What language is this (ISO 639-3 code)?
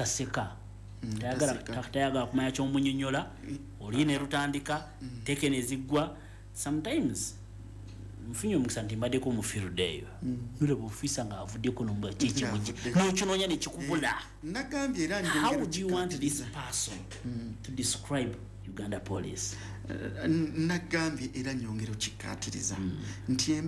lug